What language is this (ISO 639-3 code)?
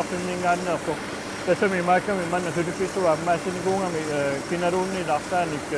kal